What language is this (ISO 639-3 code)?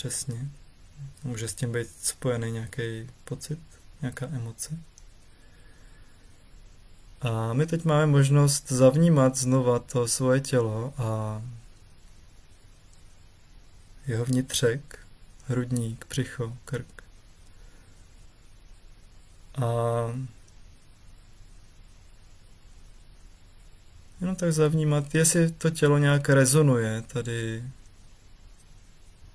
ces